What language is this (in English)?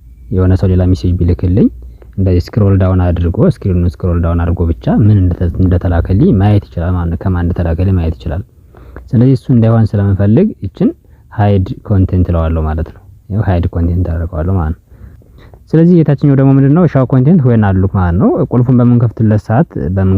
Amharic